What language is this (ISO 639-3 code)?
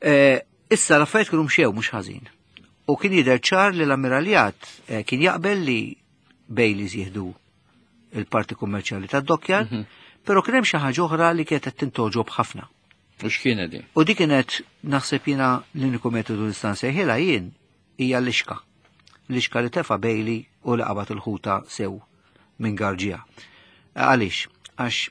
mlt